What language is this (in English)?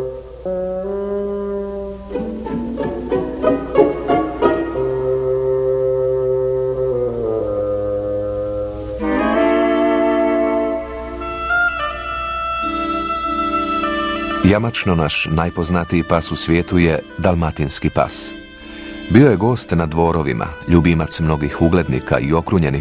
Croatian